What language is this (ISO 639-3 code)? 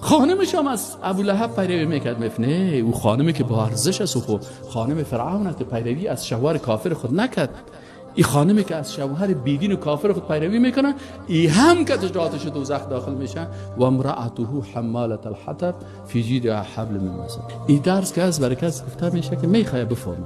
fas